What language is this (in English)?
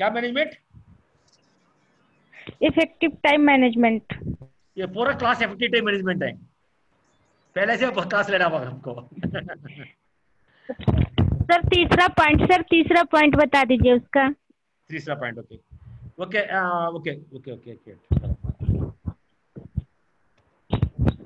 Hindi